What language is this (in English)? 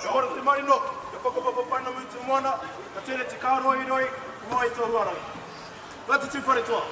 Māori